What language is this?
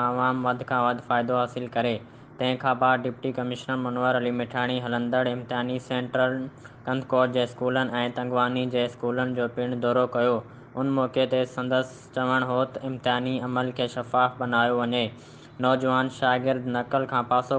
Sindhi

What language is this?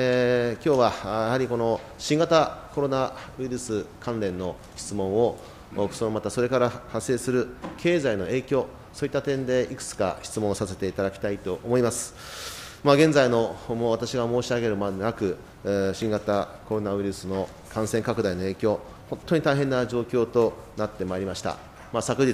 Japanese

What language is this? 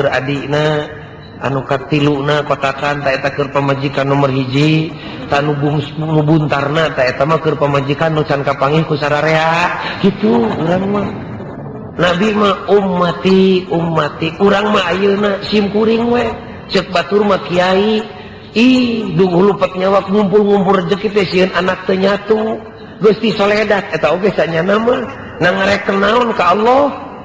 Sundanese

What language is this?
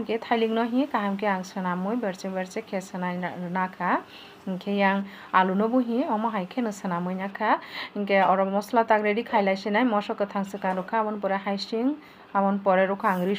Kok Borok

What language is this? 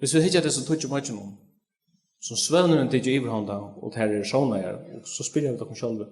Faroese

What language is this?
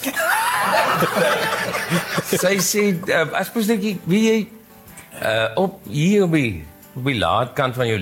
Afrikaans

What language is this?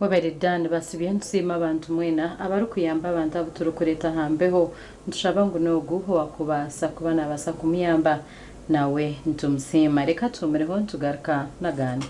Nyankole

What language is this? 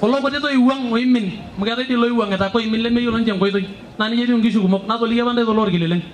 Masai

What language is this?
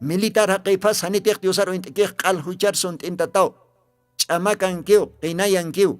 Aymara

